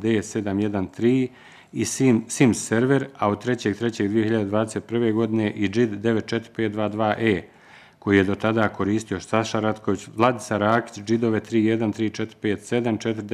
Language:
Bosnian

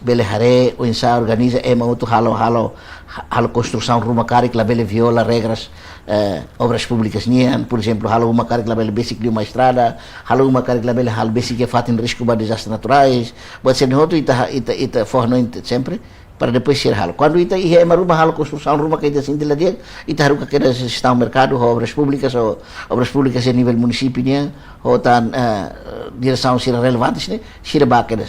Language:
Tetum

